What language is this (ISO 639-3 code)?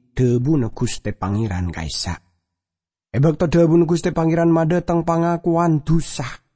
mad